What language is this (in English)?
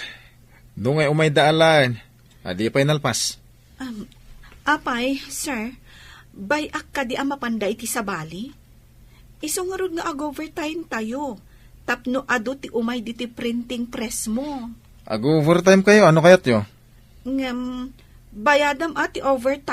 Iloko